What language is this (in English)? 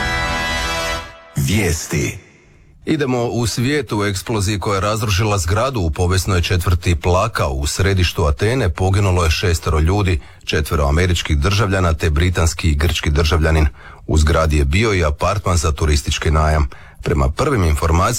Croatian